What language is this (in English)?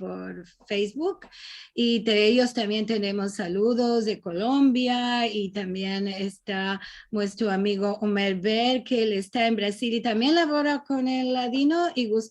Ladino